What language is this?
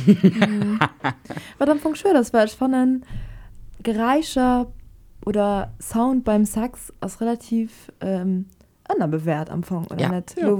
Luxembourgish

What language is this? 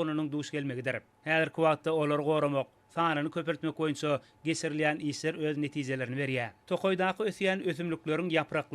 Turkmen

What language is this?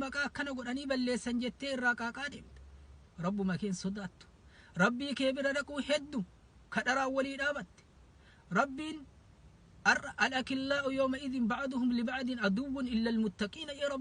Oromo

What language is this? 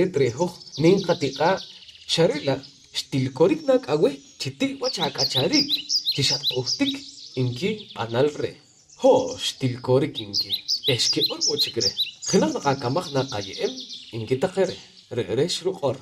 Poqomchi'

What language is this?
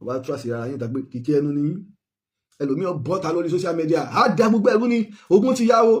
Yoruba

